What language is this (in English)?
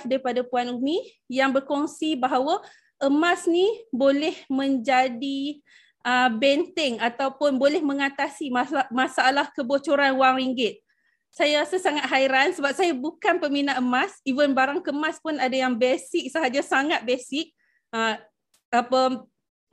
Malay